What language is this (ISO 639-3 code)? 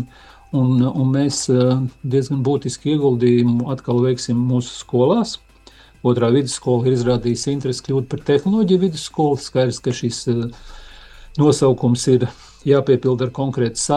lav